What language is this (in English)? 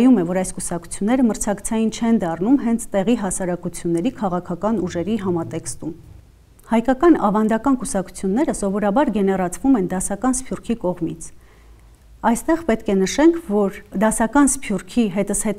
Armenian